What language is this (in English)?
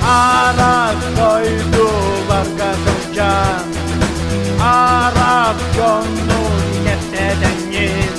Yakut